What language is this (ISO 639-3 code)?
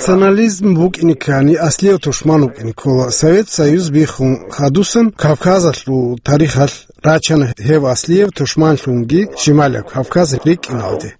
ava